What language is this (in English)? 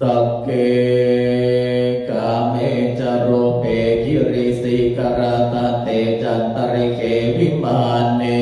Pali